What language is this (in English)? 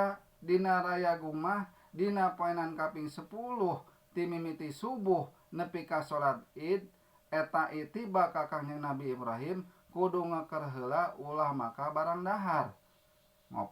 Sundanese